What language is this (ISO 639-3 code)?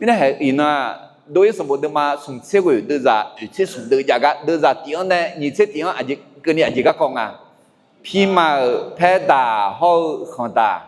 ahk